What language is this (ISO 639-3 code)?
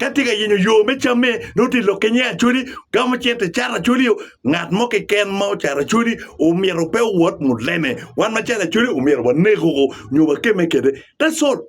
ach